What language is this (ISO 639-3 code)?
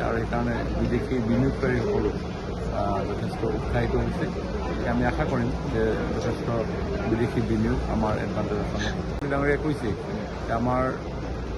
asm